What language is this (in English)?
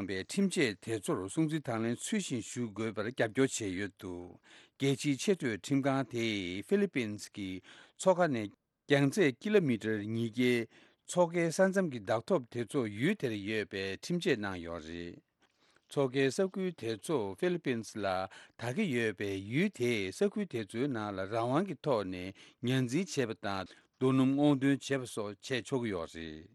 Tibetan